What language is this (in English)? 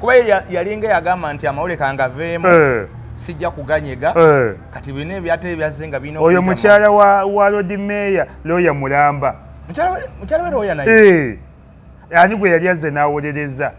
Ganda